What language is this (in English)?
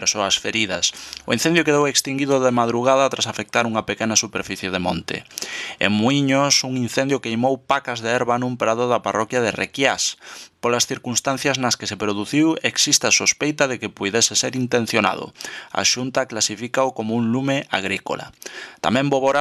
Galician